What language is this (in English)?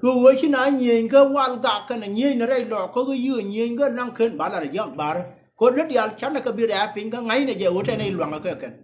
Nuer